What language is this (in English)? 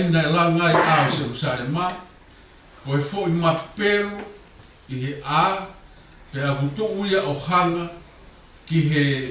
Tongan